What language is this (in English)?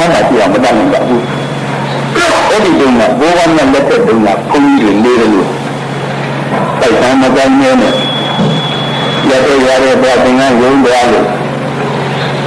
Burmese